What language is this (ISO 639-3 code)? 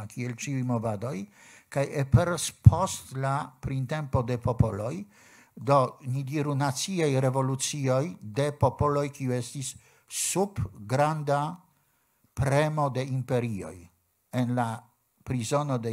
epo